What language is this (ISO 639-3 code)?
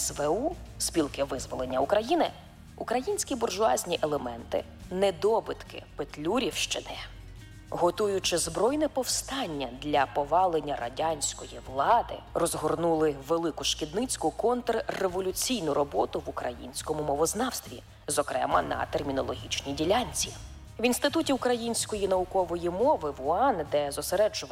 ukr